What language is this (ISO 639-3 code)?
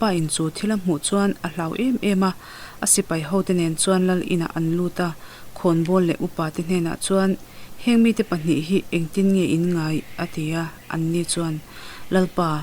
lus